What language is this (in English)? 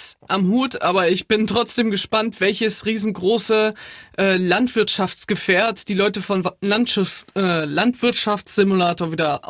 German